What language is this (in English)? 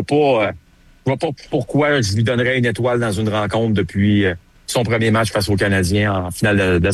French